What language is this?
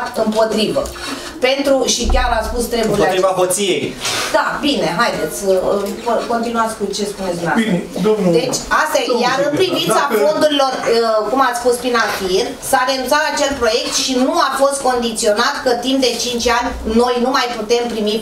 Romanian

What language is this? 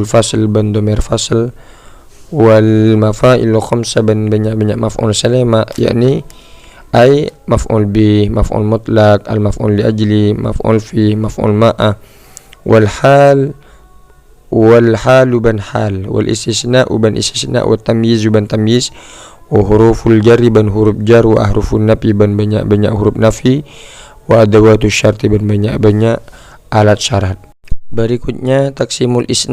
Madurese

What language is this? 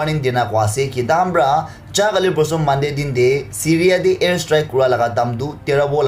Naga Pidgin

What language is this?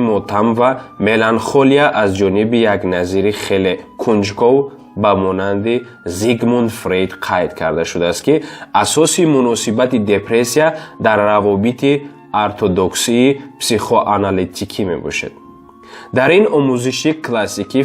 Tajik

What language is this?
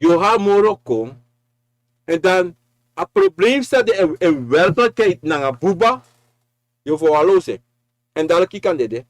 Sranan Tongo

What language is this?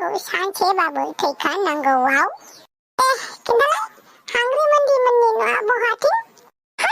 Bodo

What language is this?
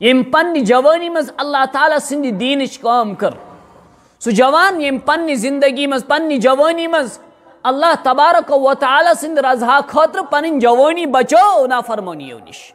Kashmiri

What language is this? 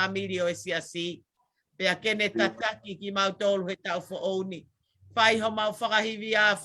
Tongan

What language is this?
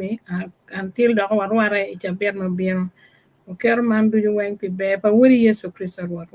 Acoli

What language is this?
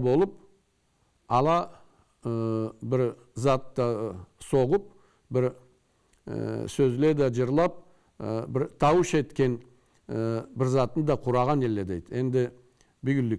Karachay-Balkar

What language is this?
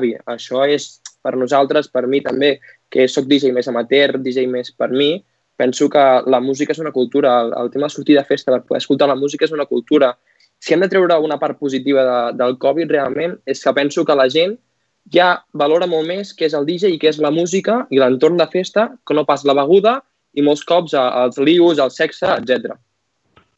Catalan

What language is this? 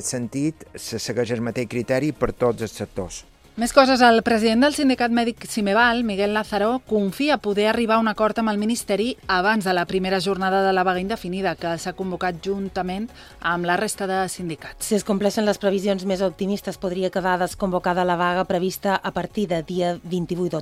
Catalan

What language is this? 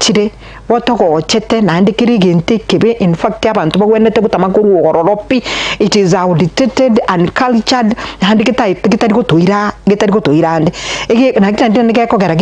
Gusii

